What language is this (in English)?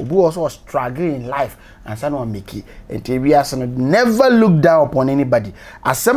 Akan